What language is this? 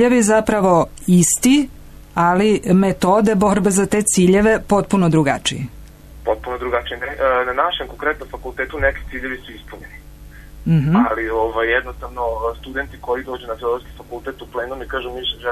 Serbian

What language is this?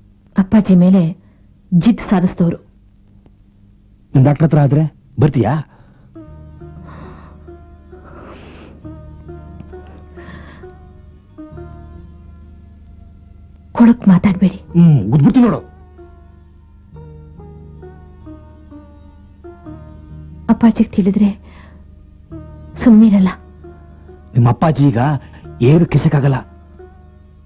Kannada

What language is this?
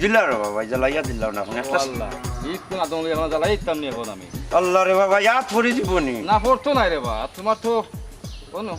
Sylheti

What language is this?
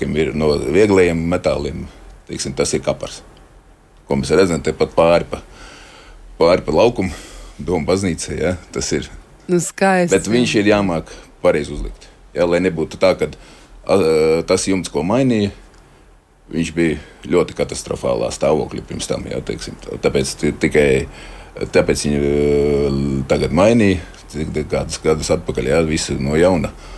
Latvian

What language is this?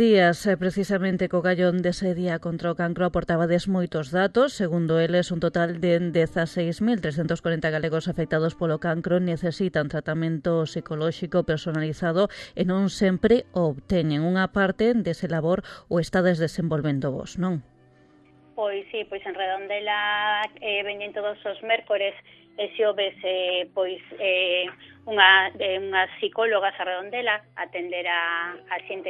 Galician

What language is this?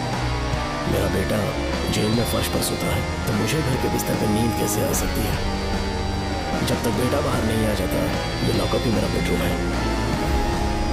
Hindi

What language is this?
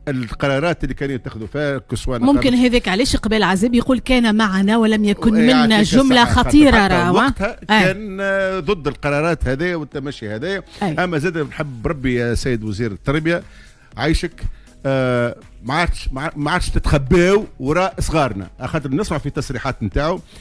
Tunisian Arabic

